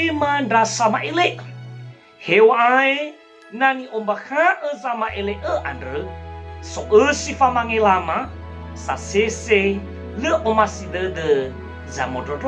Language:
Nias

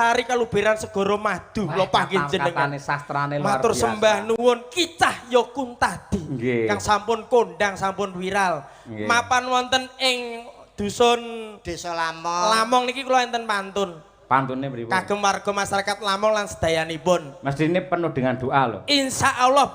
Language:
Javanese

